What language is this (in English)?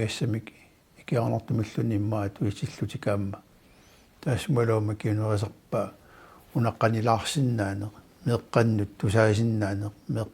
Kalaallisut